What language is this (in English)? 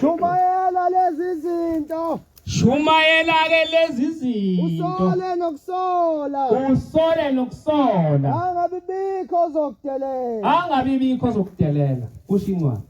Zulu